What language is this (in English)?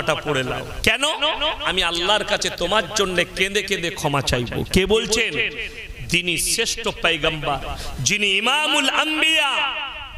Bangla